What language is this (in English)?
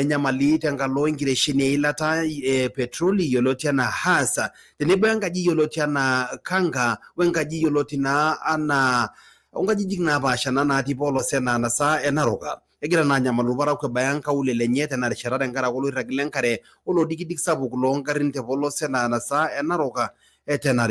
Masai